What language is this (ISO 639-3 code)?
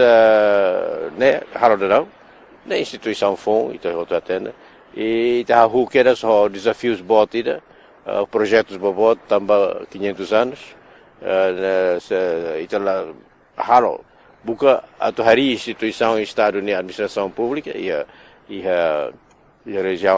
tet